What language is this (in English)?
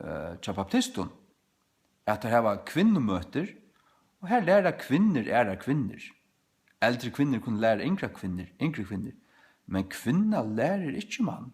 Faroese